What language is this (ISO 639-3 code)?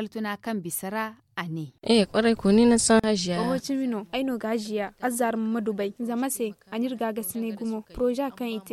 dje